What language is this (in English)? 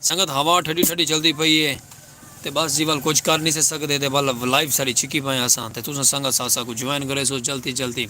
Saraiki